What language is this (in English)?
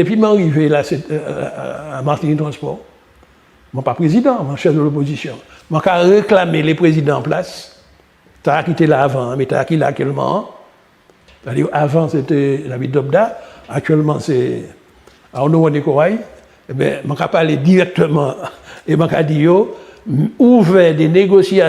Guadeloupean Creole French